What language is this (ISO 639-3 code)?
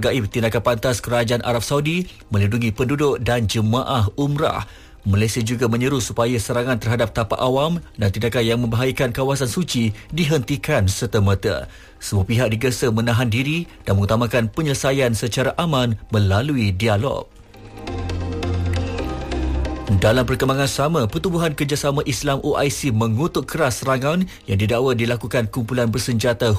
msa